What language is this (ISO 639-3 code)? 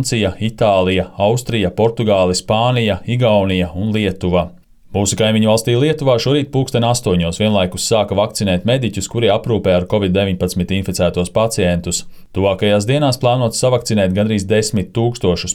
lav